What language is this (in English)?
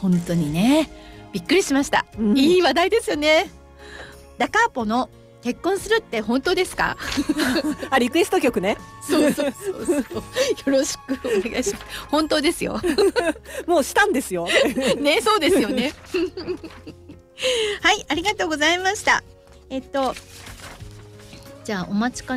Japanese